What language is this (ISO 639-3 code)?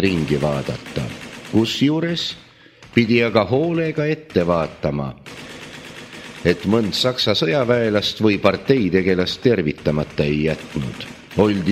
est